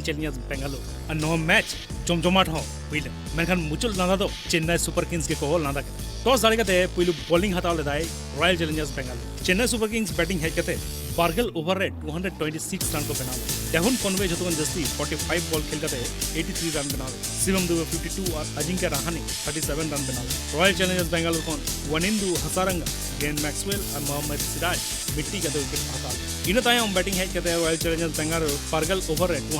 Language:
Santali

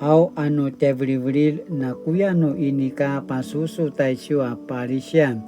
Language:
Paiwan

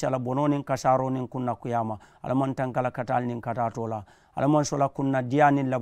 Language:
Mandingo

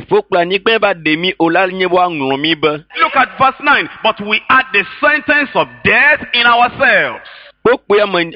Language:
Ewe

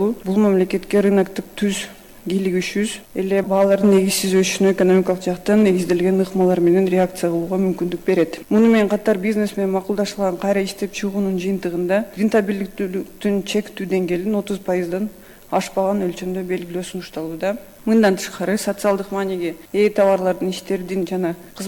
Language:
Kyrgyz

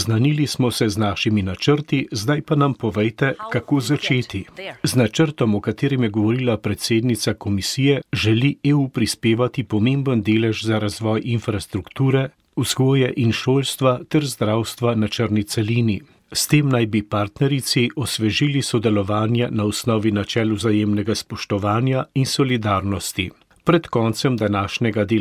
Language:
Slovenian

